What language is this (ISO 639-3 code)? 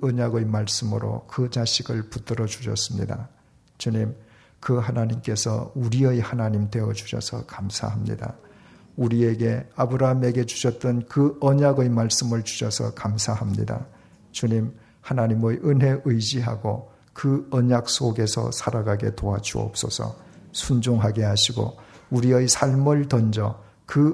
kor